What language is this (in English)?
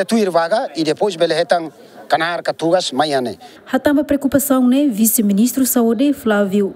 Tetum